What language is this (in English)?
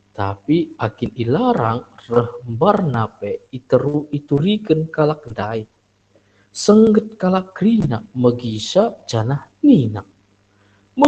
Batak Karo